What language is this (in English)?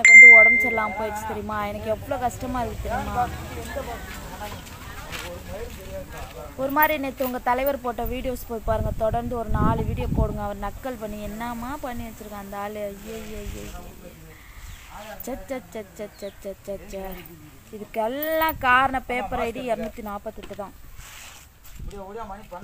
Tamil